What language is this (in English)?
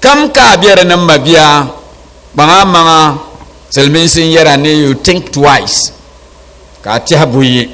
Dagbani